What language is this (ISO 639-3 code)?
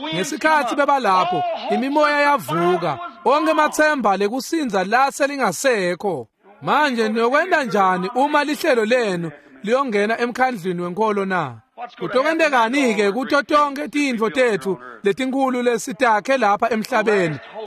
ssw